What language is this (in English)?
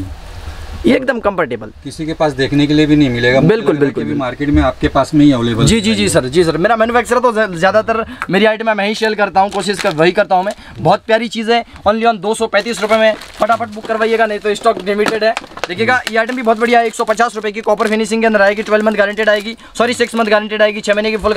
Hindi